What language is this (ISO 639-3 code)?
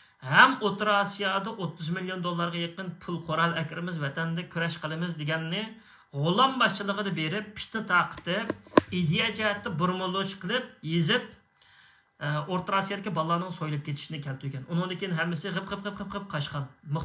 uig